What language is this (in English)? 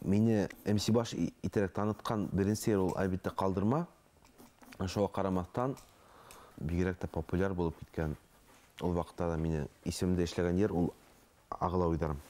Bashkir